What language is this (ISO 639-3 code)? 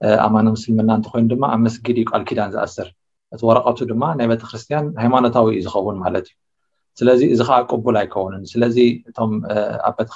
tir